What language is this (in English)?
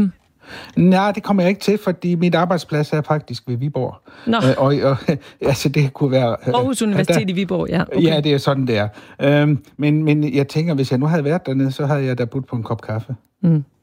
Danish